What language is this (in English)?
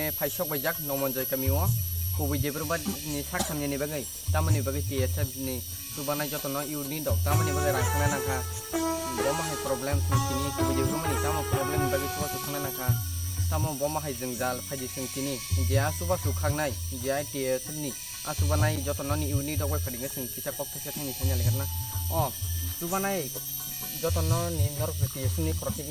Kok Borok